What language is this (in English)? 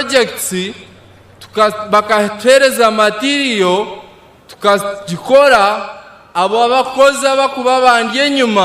Nyankole